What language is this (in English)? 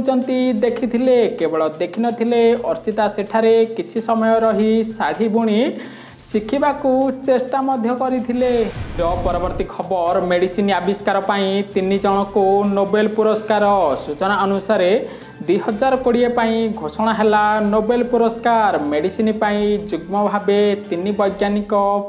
Odia